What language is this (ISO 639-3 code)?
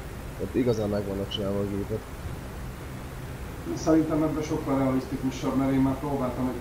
hun